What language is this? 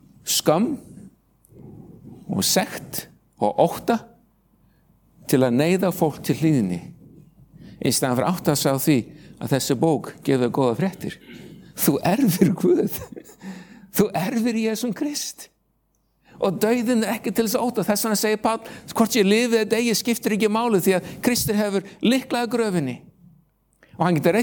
Icelandic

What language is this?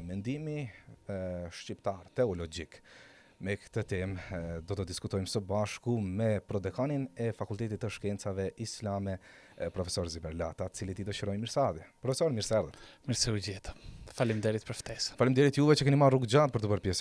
Albanian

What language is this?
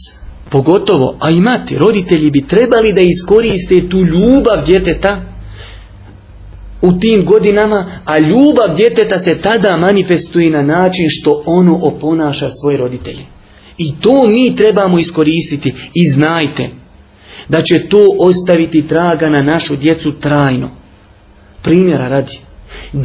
Bosnian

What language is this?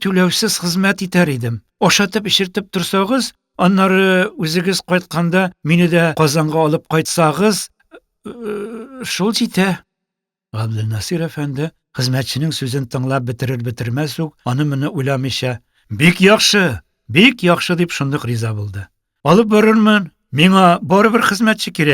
Tatar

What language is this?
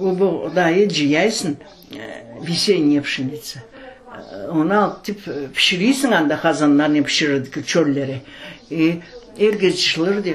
Crimean Tatar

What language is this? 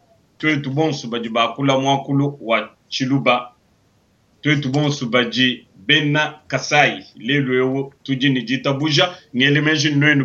Luba-Lulua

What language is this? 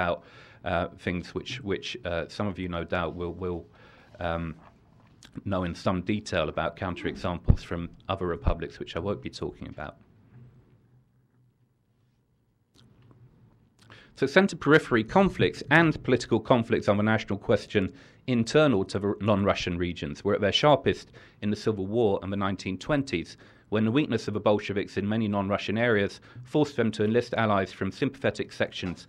English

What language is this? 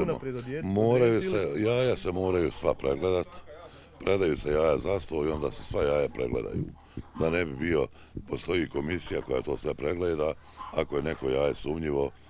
Bosnian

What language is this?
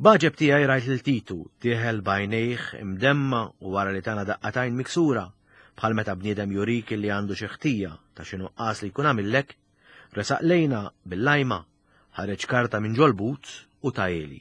Maltese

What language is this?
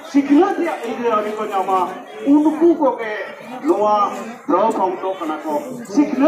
Santali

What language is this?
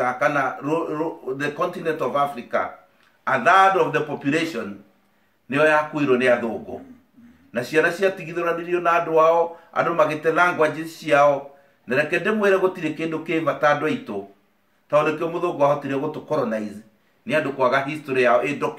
Kikuyu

